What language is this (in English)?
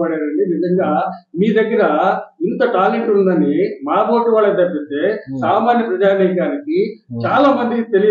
Telugu